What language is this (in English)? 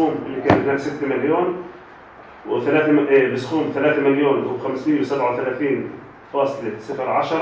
North Levantine Arabic